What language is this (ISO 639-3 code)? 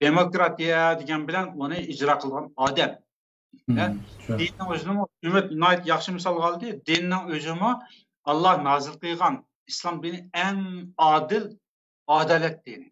uig